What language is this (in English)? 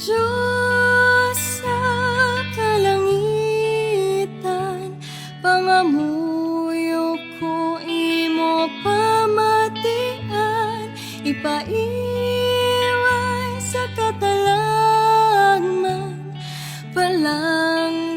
Hiligaynon